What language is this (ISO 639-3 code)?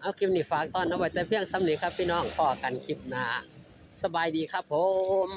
tts